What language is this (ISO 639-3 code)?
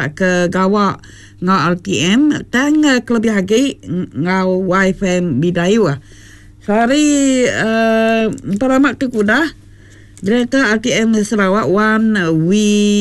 iba